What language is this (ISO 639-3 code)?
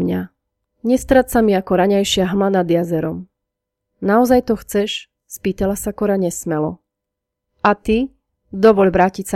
slk